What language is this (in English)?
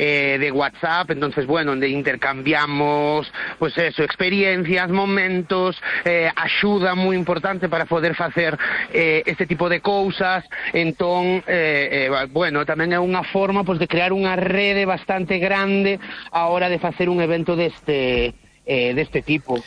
Galician